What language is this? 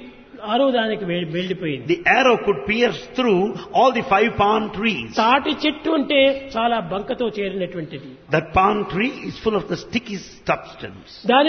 Telugu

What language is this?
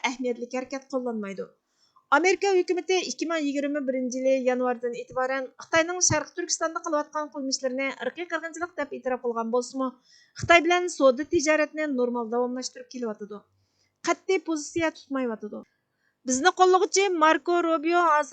Uyghur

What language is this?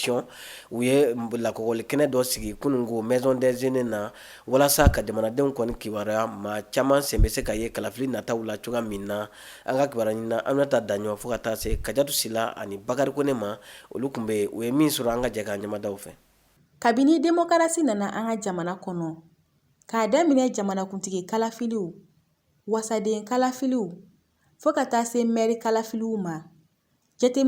Bambara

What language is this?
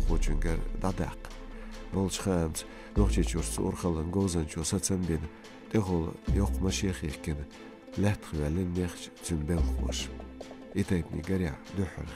Chechen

